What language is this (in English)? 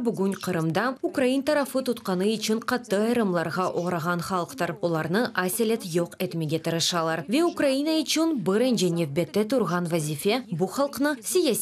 Crimean Tatar